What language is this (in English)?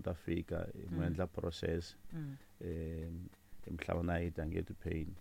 Tsonga